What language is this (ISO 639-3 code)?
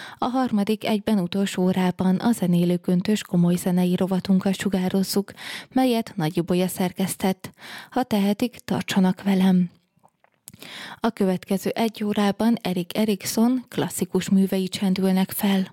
hun